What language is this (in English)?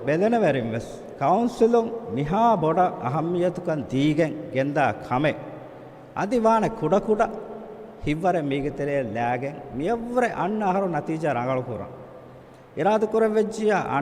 Divehi